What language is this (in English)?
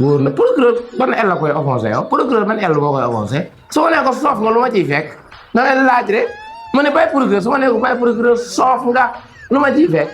Wolof